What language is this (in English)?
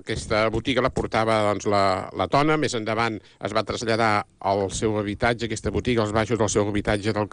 Catalan